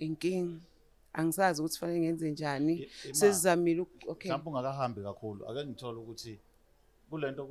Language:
Zulu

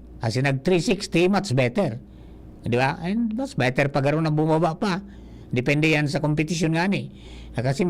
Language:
Bikol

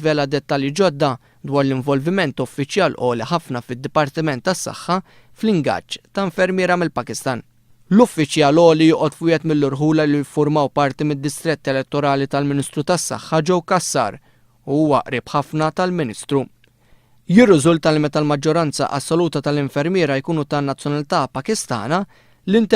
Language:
Maltese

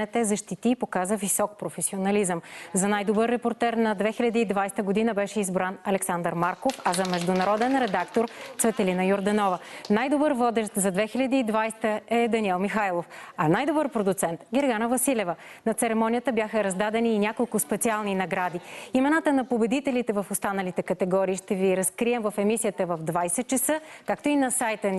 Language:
Bulgarian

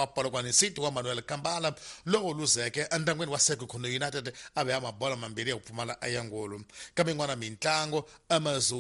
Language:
Tsonga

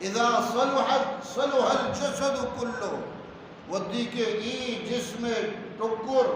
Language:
Eastern Balochi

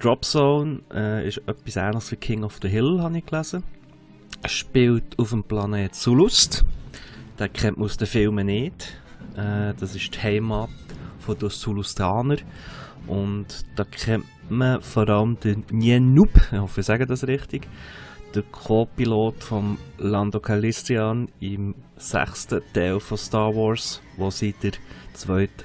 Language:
Swiss German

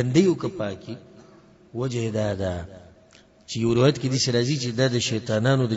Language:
Pashto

